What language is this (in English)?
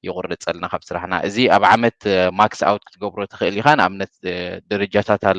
Tigrinya